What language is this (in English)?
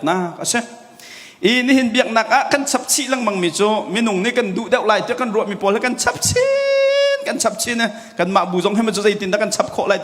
Hakha Chin